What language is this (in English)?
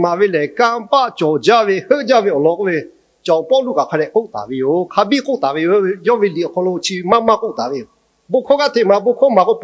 Lahu